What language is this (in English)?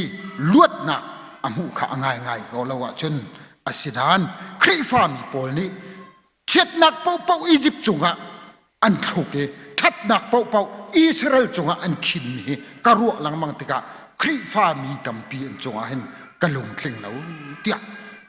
Hakha Chin